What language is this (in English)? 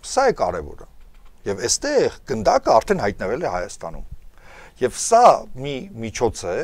Armenian